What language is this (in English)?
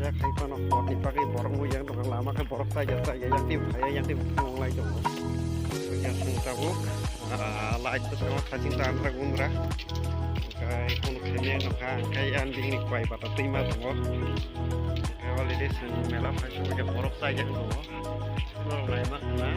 Kok Borok